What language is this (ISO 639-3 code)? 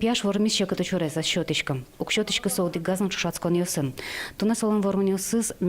udm